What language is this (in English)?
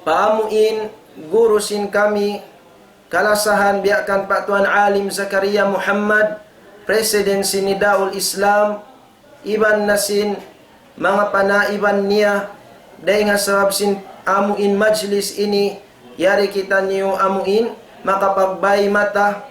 Tausug